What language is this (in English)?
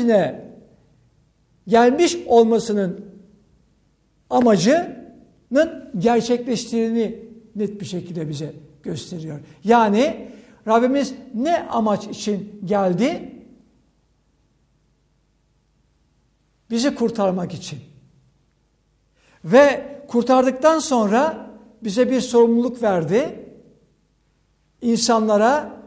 Turkish